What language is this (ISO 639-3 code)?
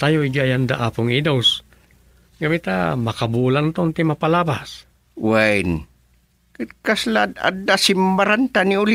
ilo